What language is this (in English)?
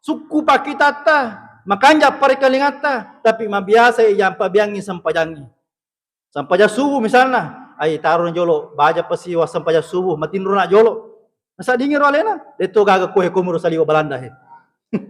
Buginese